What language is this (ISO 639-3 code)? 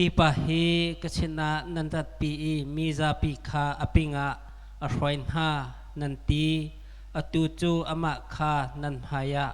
cnh